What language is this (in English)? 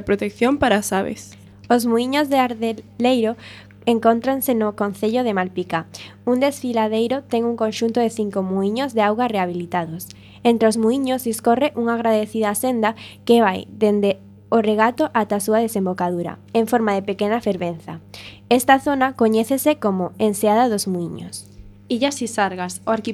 Galician